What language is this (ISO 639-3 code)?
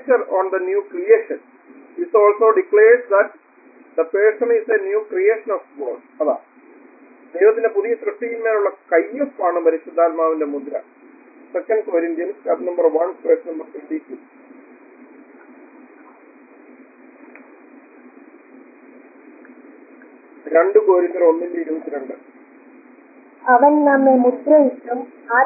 mal